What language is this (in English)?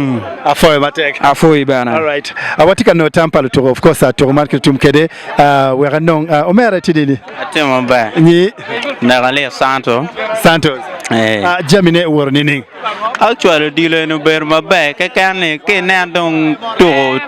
Acoli